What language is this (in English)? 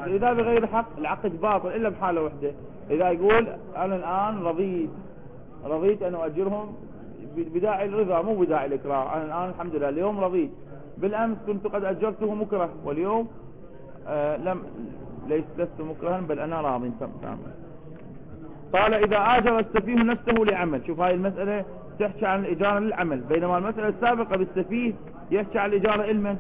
Arabic